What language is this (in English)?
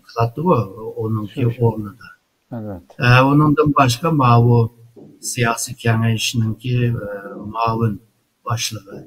Uyghur